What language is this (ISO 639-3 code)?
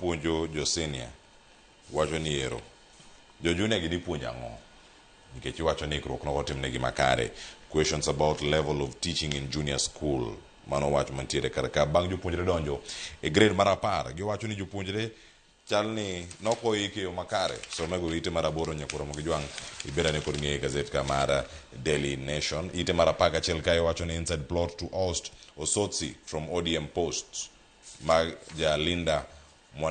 luo